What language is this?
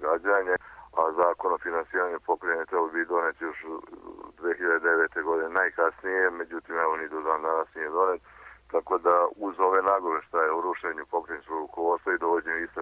Serbian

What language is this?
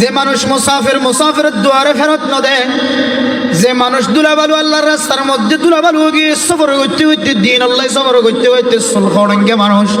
Rohingya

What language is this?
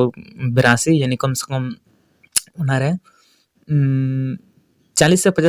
Santali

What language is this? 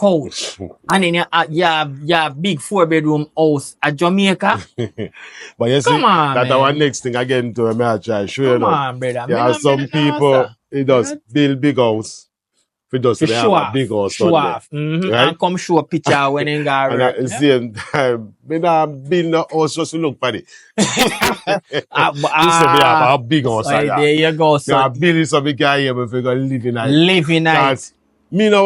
Jamaican Creole English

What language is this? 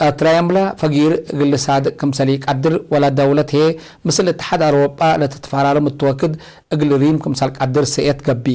Tigre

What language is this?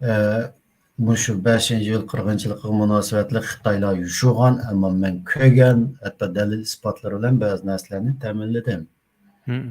Uyghur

